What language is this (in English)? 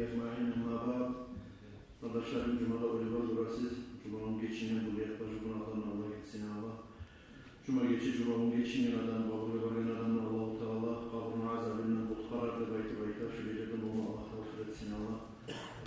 Kumyk